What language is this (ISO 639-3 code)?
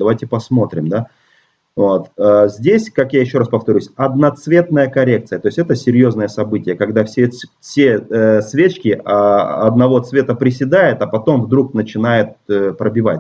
rus